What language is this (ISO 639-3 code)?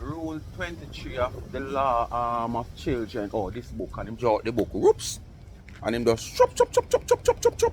jam